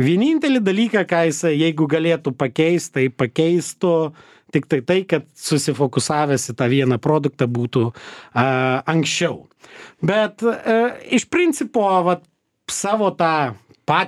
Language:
Lithuanian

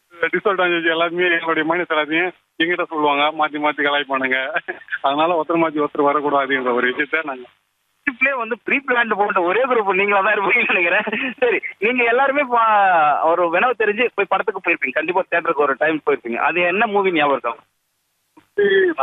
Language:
Tamil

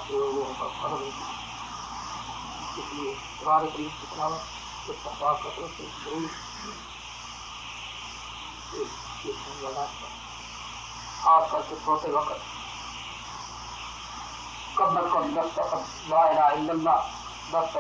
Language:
Urdu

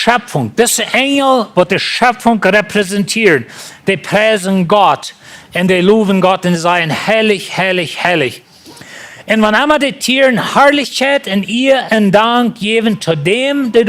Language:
Plautdietsch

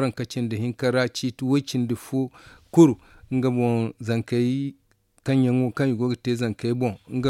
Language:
Zarma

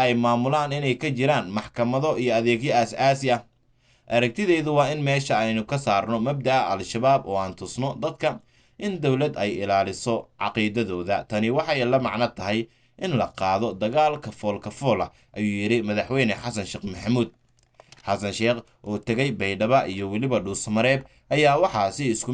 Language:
Somali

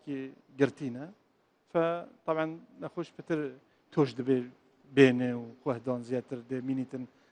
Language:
Central Kurdish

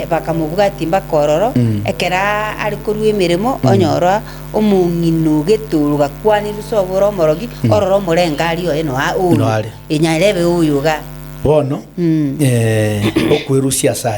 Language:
Gusii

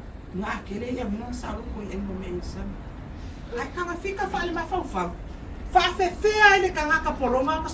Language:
Samoan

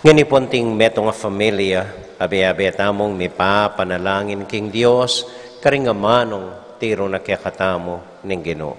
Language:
Pampanga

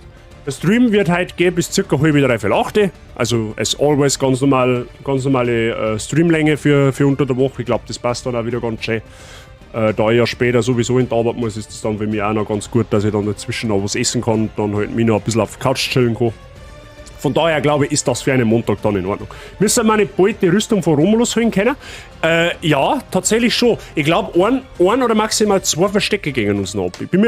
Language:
Bavarian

